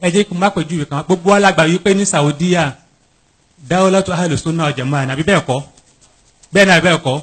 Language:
Yoruba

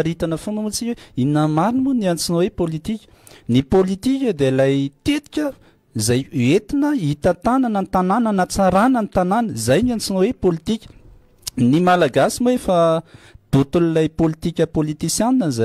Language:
Malagasy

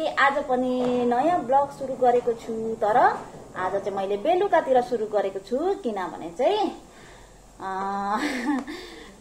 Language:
Nepali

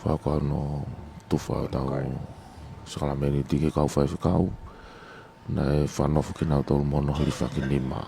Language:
Tongan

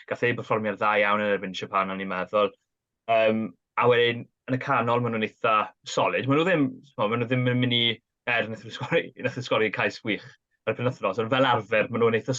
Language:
Welsh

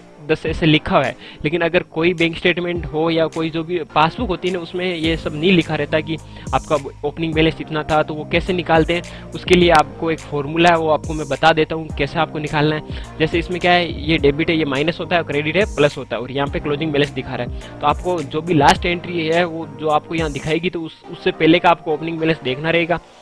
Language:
Hindi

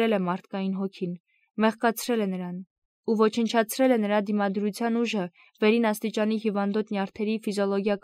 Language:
Armenian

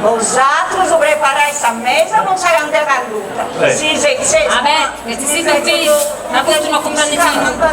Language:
Sardinian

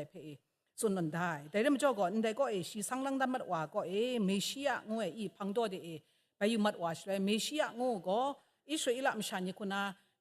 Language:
Kachin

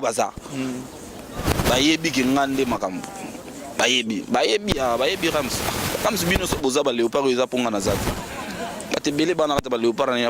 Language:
Lingala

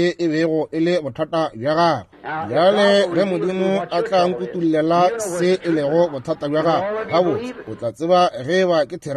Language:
Northern Sotho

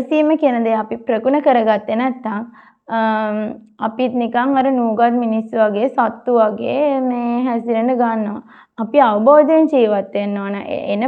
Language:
Sinhala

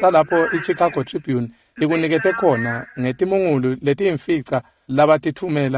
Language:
Swati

